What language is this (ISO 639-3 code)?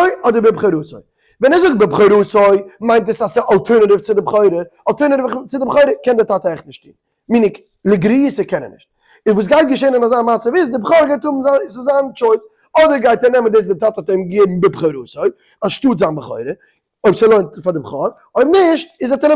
yid